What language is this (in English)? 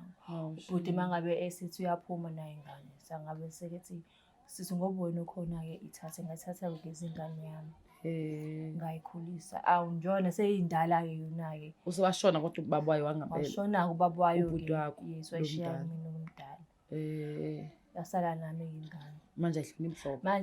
Zulu